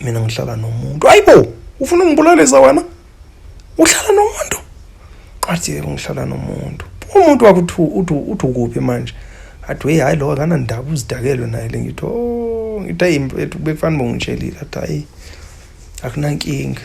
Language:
Zulu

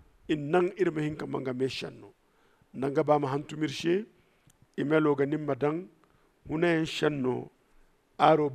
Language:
Zarma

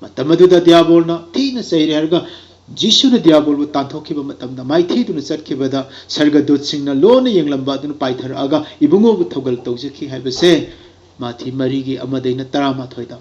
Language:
Manipuri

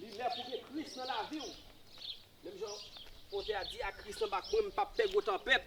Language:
Haitian Creole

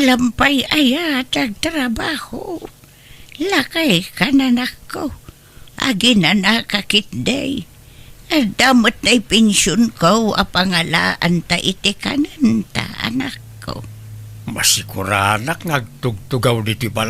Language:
Iloko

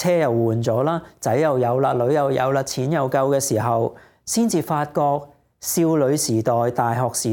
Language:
Cantonese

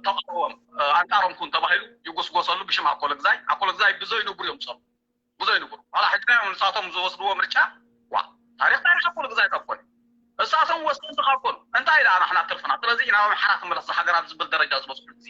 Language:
Tigrinya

